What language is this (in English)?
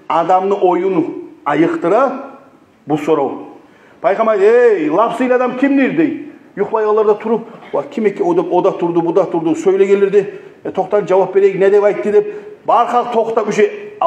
Kumyk